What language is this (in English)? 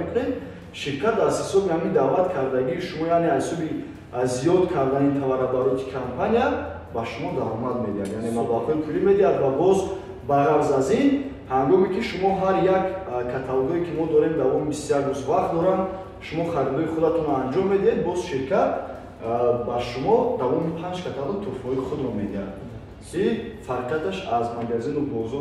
Tajik